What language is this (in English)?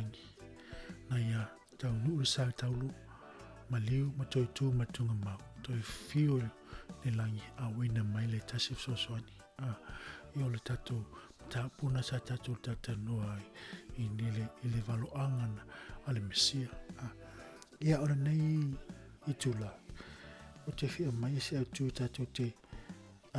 Samoan